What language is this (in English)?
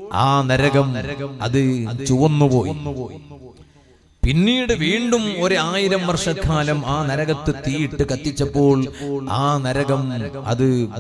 Malayalam